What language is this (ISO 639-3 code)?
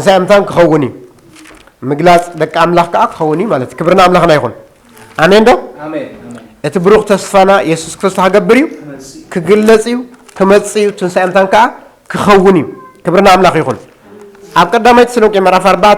tir